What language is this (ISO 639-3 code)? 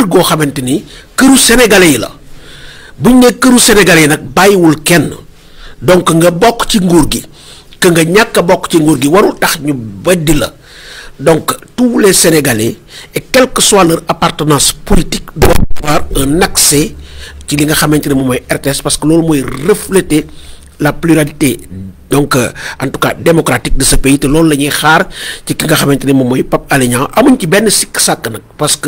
wol